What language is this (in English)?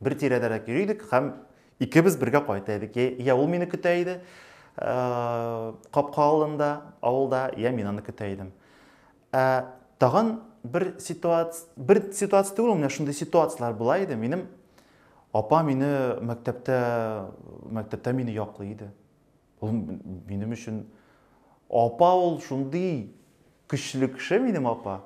Tatar